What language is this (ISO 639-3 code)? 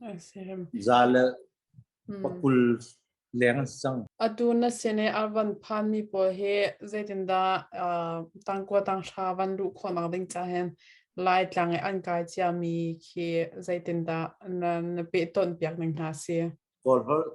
cnh